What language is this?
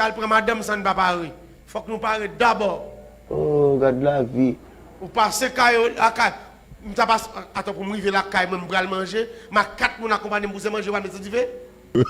Haitian Creole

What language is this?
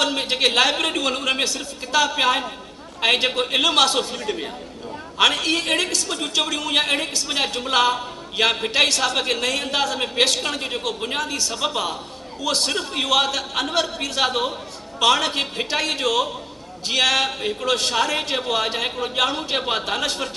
Sindhi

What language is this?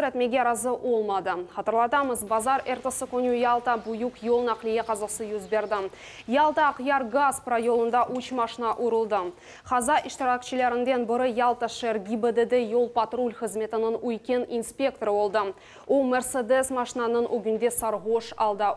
Crimean Tatar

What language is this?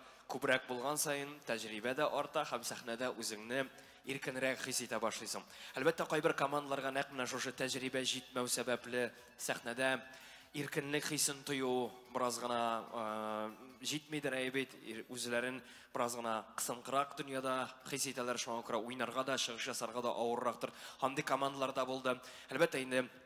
Tatar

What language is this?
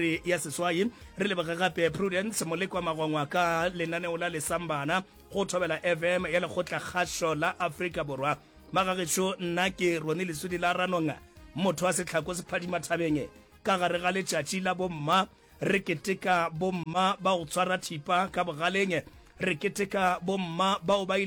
Northern Sotho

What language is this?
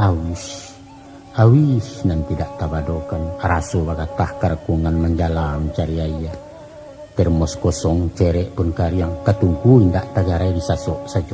Minangkabau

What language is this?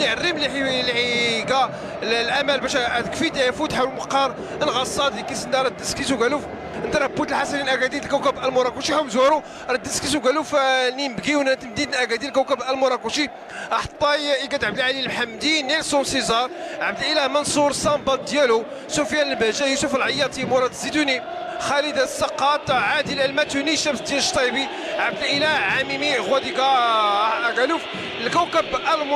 Moroccan Arabic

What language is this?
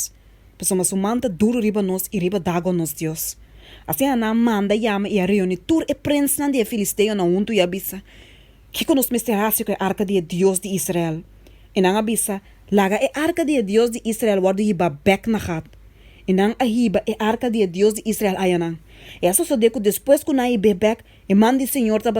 Papiamento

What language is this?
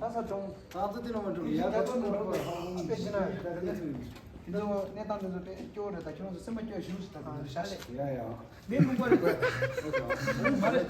Tibetan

